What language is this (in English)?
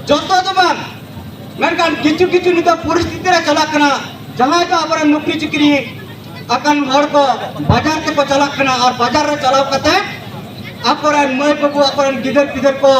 Santali